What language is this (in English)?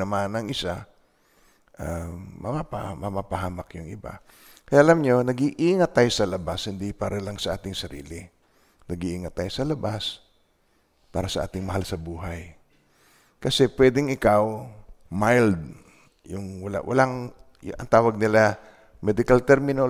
Filipino